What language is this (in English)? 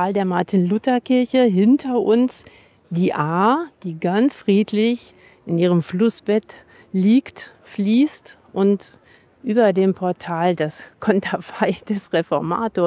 German